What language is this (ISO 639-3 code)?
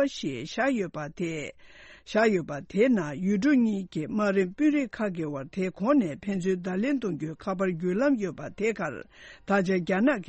bod